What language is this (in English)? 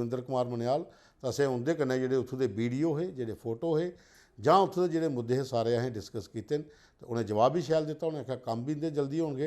Dogri